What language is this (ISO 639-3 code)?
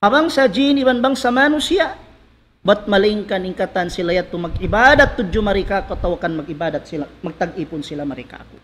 tsg